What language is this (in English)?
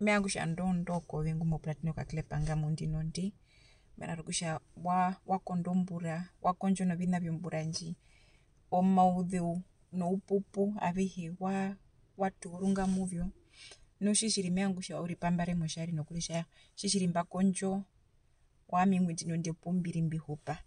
Herero